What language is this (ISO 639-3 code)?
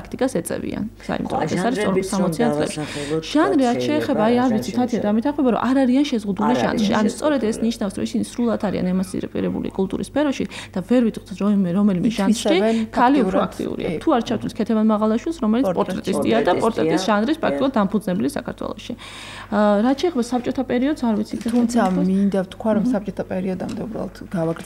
kat